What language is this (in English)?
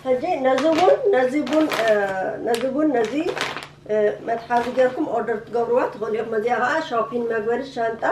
Tigrinya